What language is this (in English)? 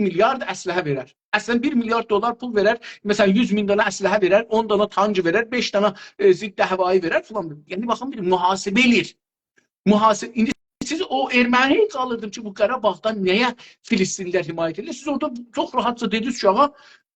South Azerbaijani